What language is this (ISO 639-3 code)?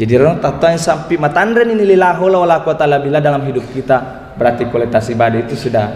bug